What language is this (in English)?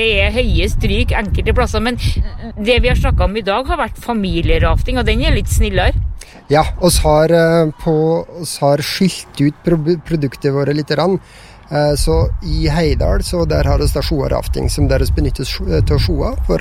Norwegian